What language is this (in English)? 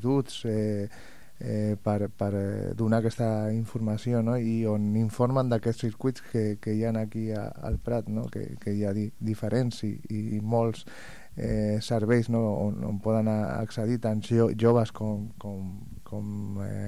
Catalan